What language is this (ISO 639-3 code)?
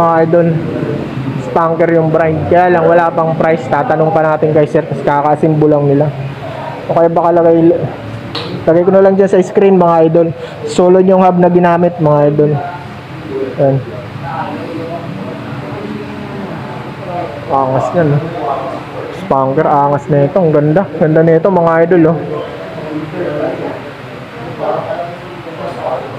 fil